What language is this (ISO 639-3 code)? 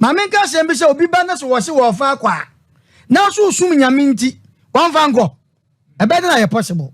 aka